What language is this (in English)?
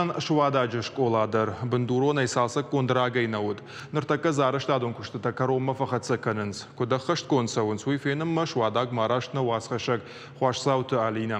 Ossetic